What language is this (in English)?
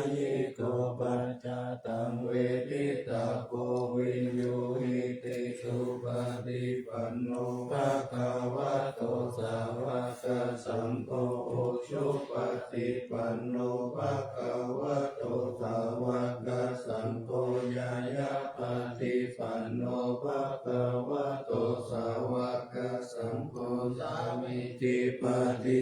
Pali